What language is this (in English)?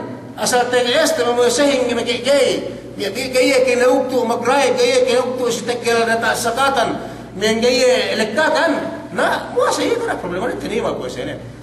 Yakan